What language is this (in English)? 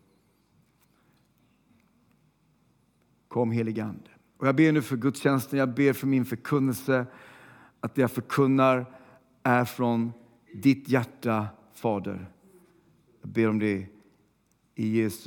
Swedish